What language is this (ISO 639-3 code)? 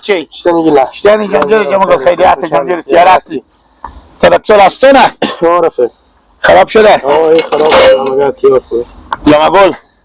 haz